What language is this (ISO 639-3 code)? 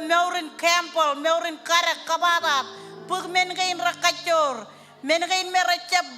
mah